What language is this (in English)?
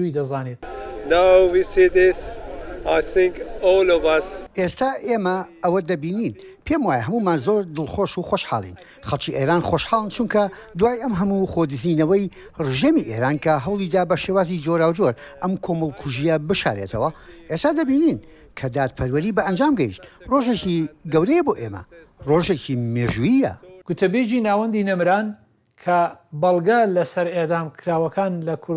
Central Kurdish